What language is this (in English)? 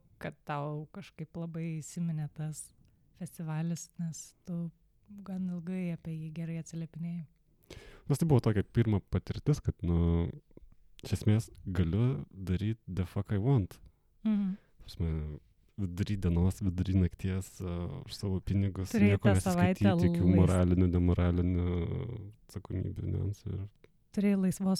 Lithuanian